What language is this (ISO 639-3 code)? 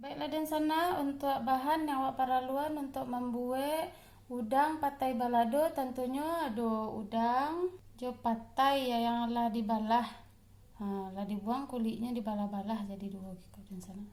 min